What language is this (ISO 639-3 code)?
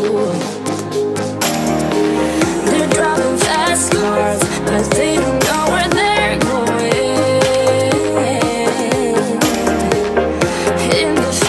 eng